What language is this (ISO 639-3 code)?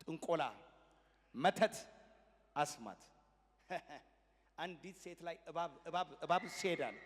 amh